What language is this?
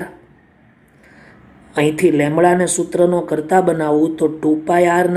Gujarati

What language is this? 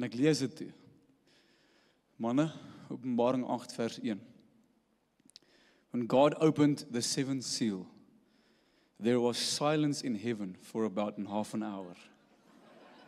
Afrikaans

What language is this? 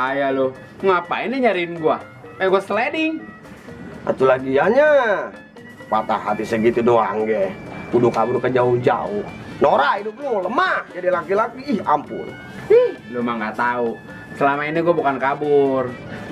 Betawi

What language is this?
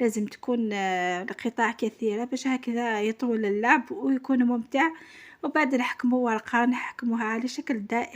Algerian Arabic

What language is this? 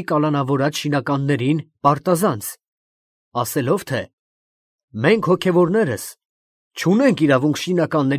Armenian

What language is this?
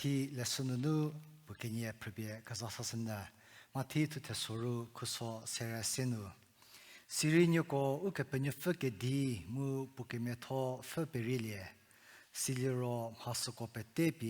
Angami Naga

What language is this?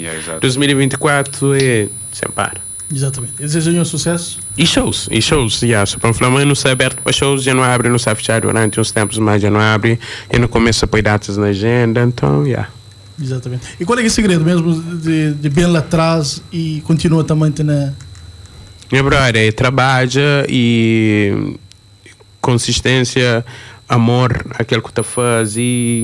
Kabuverdianu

